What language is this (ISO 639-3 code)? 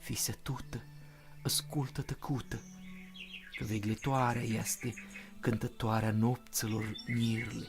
rup